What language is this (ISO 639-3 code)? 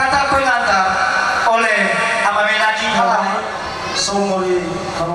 nia